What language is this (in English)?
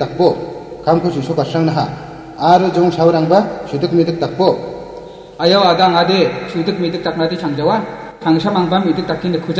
Garo